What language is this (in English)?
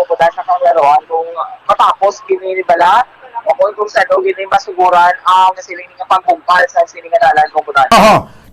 Hiligaynon